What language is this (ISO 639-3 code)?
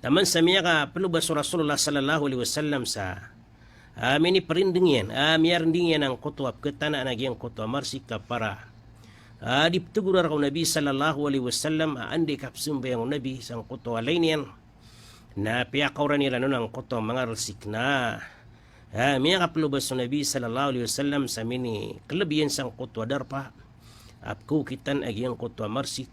mrw